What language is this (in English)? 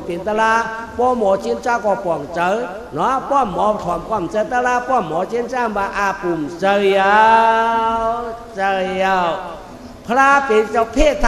Shan